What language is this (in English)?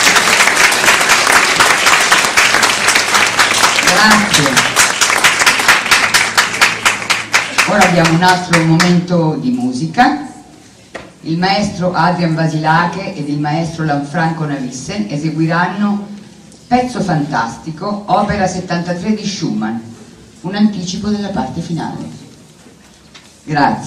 Italian